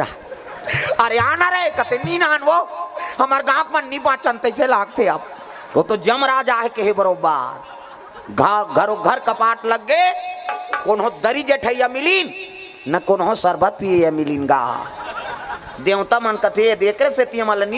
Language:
Chhattisgarhi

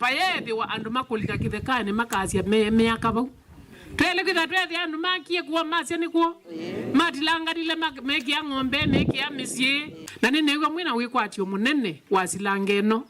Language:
Kamba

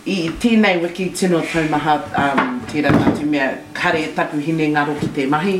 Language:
Māori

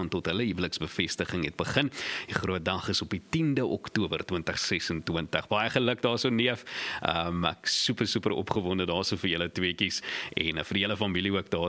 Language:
Afrikaans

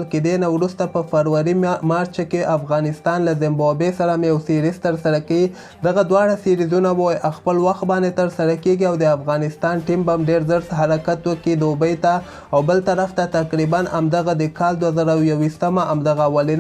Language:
Pashto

